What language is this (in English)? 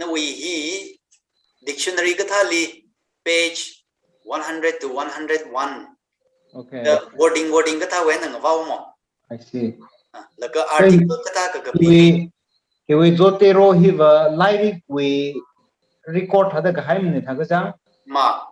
Tangkhul Naga (India)